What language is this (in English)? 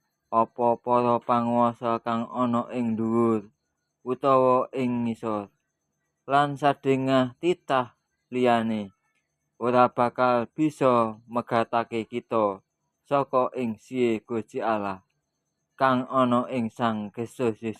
Javanese